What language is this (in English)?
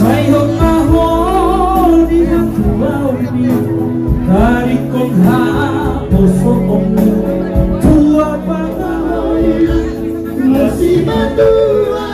Batak Toba